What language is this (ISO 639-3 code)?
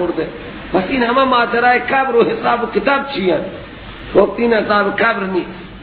fas